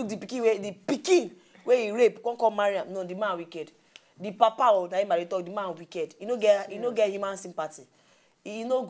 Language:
Nigerian Pidgin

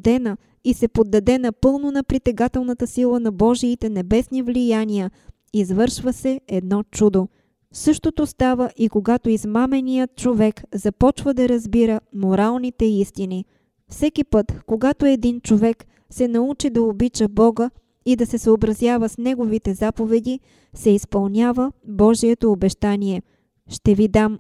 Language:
Bulgarian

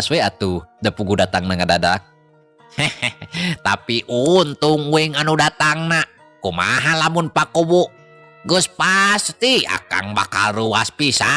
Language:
Sundanese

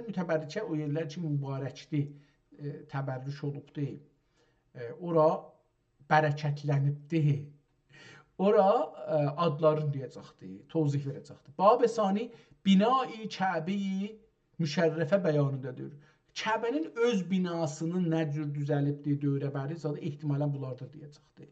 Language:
South Azerbaijani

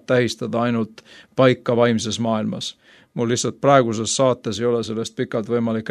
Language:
Estonian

